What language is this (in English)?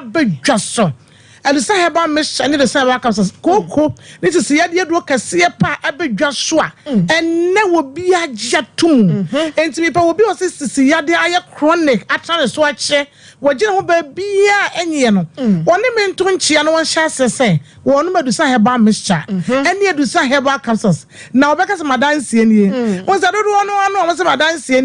Akan